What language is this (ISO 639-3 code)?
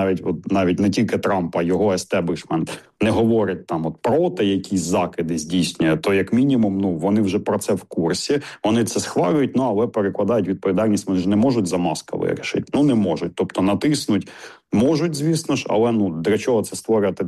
ukr